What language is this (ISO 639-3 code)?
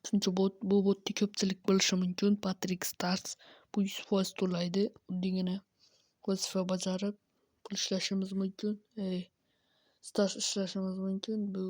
uzb